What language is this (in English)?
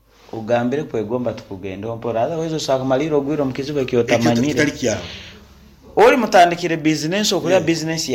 Nyoro